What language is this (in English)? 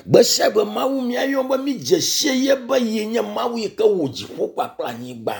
Ewe